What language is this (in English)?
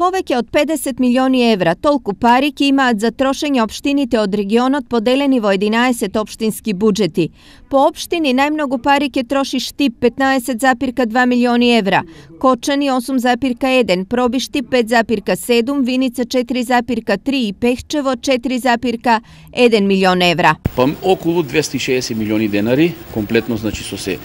Macedonian